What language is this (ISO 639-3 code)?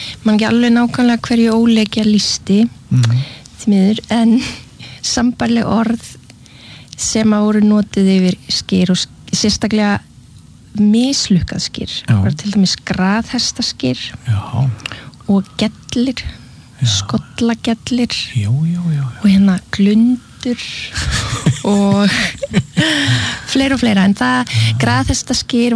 isl